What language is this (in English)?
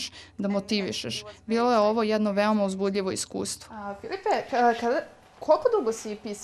Serbian